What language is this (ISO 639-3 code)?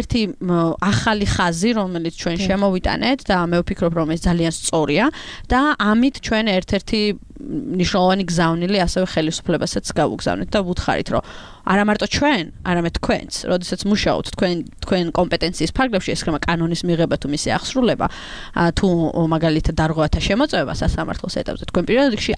kat